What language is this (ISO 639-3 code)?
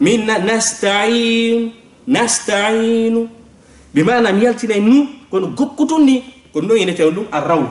ful